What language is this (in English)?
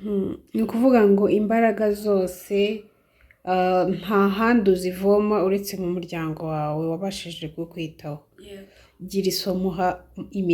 Kinyarwanda